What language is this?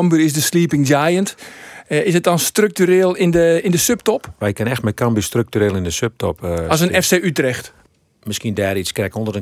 Western Frisian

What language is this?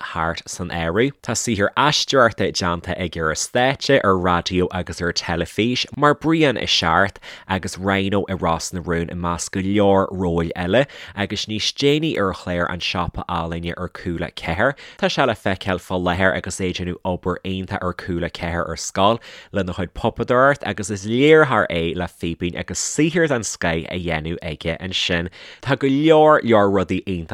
Irish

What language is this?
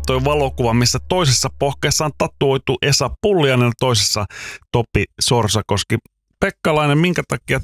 Finnish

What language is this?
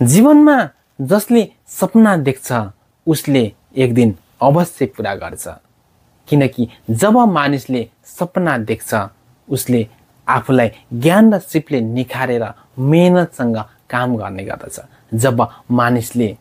Nepali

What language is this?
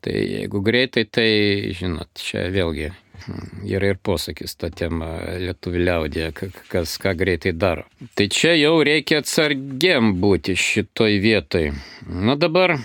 Lithuanian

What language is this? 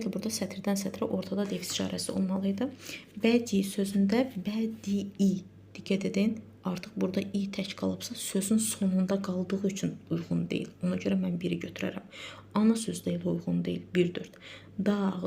Azerbaijani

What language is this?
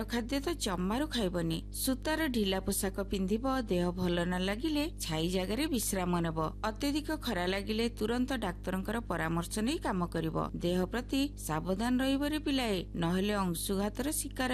Odia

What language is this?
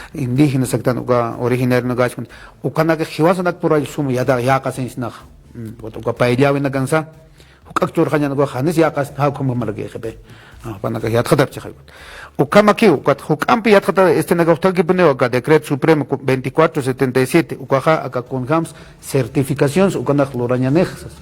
Aymara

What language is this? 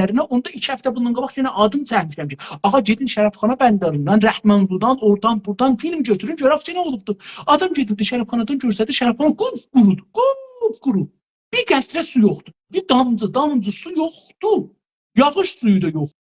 South Azerbaijani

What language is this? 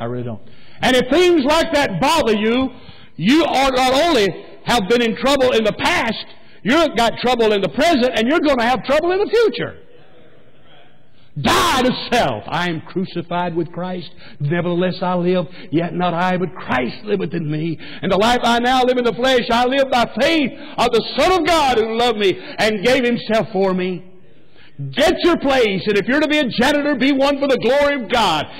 English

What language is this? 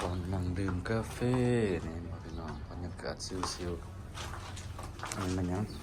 Lao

